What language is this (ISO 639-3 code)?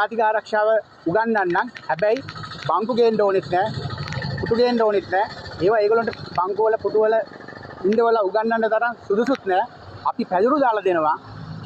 sin